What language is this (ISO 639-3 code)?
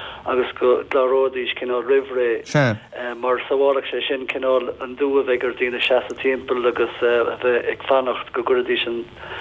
gle